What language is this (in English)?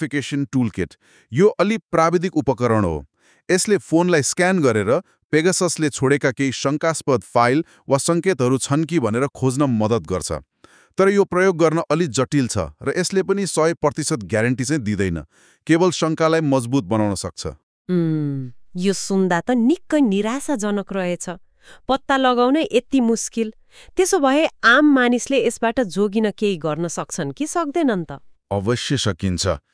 Nepali